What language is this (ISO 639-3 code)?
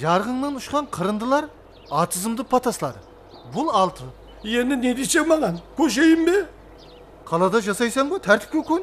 kaa